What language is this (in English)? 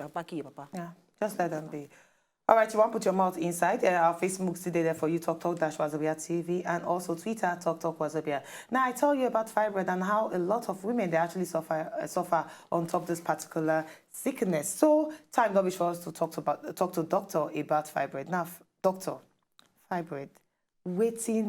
Nigerian Pidgin